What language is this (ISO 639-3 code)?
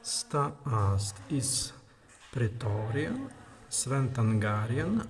prg